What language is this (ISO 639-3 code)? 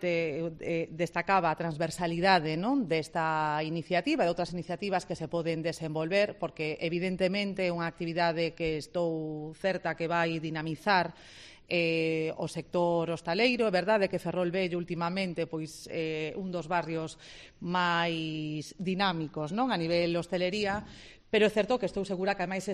glg